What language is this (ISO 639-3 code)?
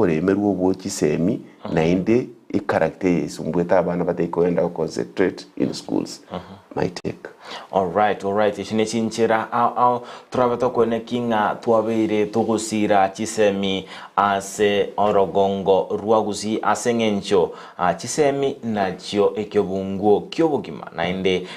guz